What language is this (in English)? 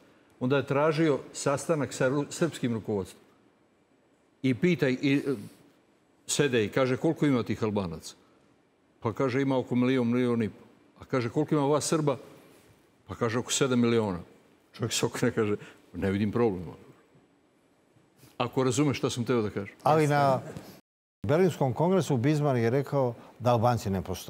Serbian